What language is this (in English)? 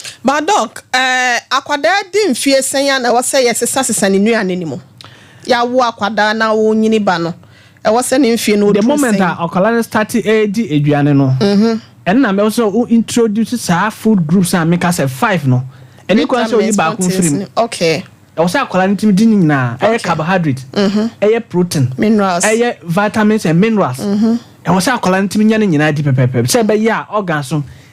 Akan